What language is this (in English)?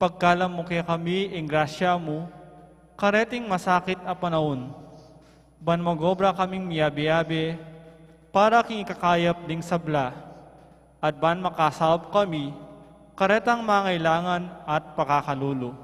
Pampanga